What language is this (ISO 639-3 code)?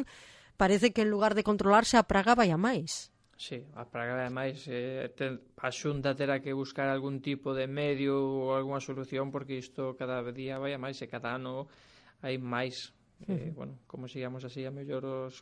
glg